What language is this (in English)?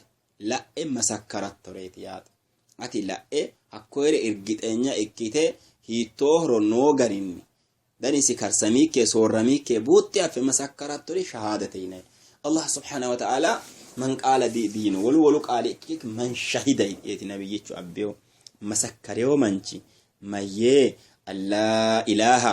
Sidamo